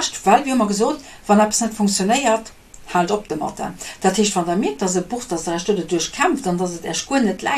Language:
Luxembourgish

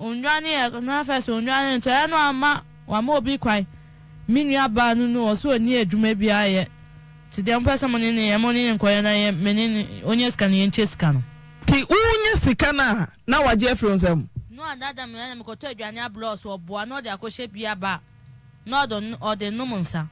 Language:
Akan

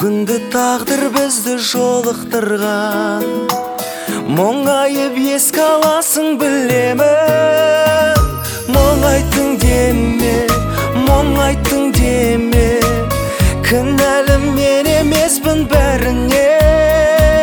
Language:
Kazakh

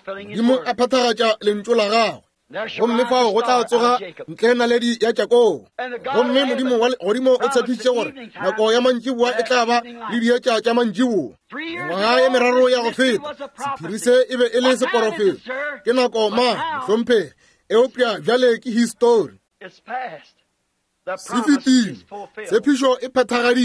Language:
Northern Sotho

